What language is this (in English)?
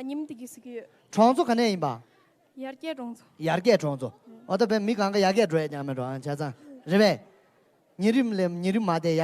Tibetan